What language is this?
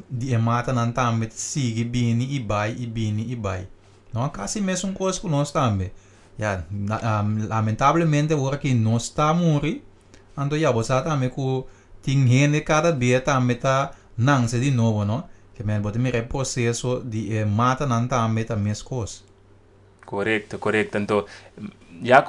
Papiamento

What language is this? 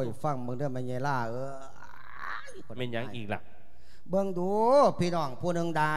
Lao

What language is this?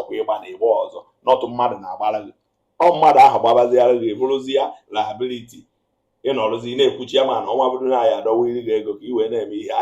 Igbo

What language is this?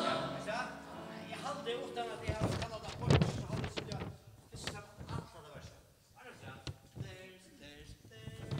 Faroese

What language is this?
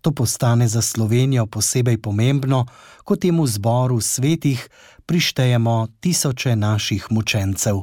Slovenian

